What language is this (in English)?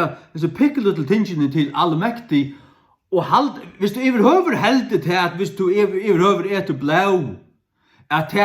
Faroese